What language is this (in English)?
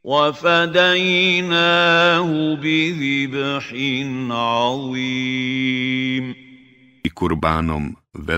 Bosnian